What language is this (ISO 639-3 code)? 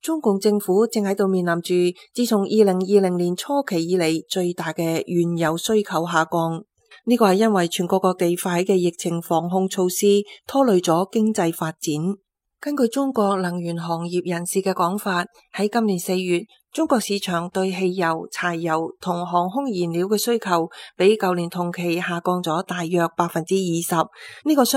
yue